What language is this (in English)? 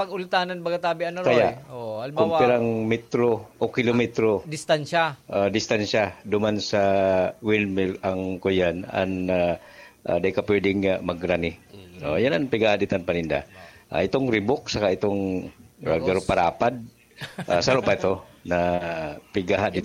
Bikol